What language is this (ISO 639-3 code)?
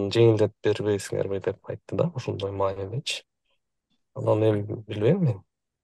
kir